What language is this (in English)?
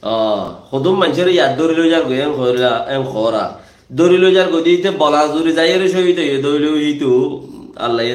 Rohingya